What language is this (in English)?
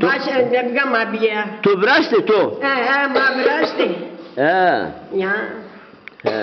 Zaza